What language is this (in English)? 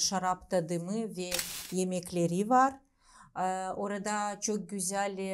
Gagauz